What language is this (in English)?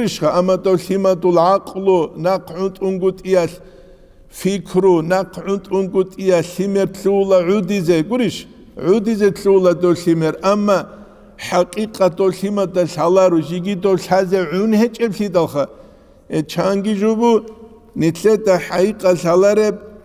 Avaric